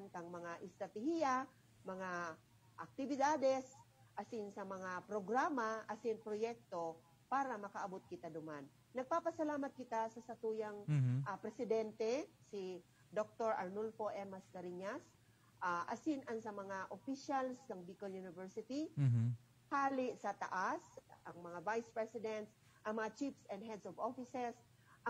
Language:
Bikol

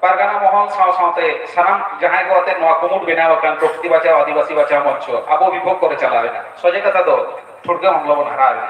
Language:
Santali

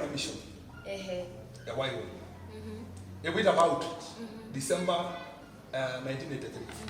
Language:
Masai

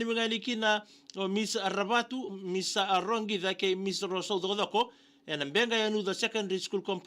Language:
Fijian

